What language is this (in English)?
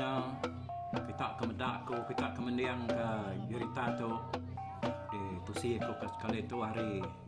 Iban